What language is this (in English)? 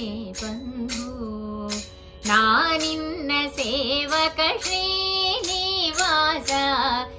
Kannada